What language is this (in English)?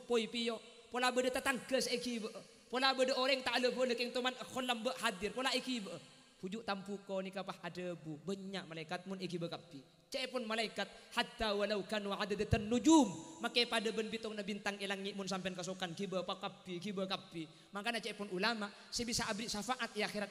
Madurese